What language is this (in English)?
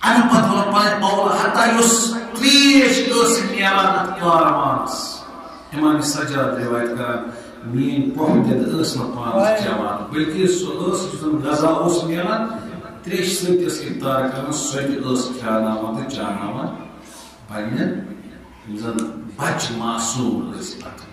Kashmiri